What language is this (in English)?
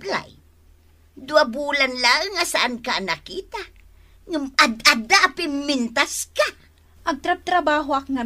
Iloko